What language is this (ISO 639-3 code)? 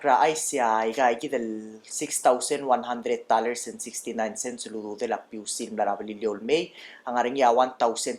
pau